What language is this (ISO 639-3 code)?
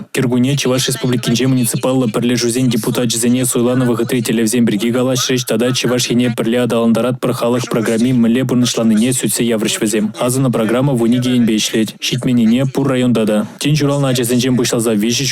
chv